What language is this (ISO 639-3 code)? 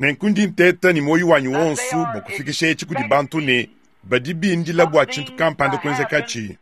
lua